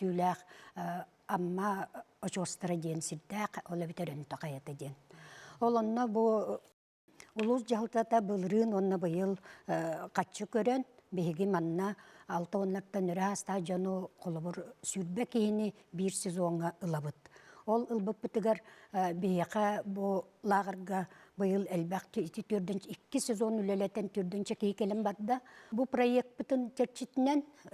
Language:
Yakut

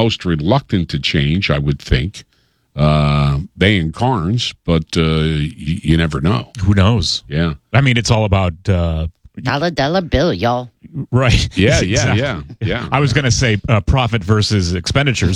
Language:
English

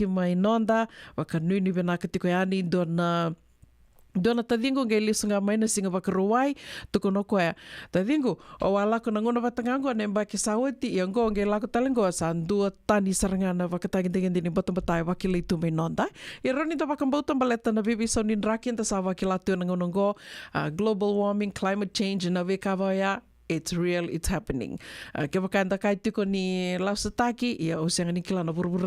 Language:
Fijian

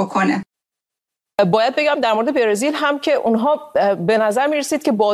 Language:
Persian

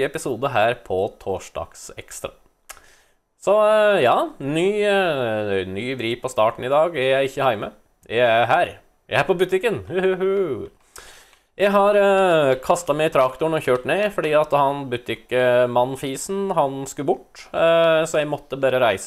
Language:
Norwegian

